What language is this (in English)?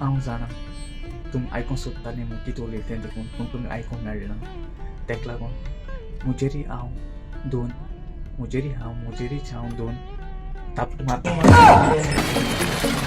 Konkani